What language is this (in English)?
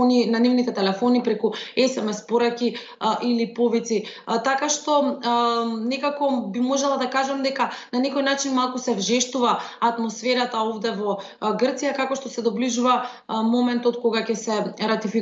Macedonian